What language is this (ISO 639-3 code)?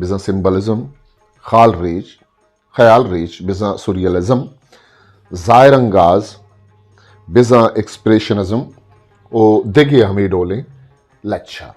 bgp